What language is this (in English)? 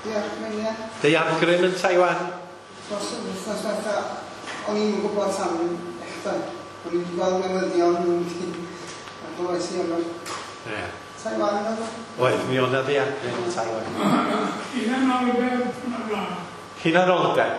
Welsh